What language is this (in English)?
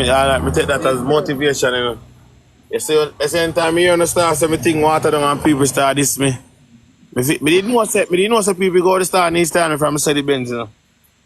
Jamaican Creole English